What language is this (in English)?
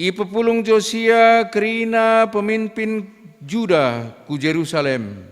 Batak Karo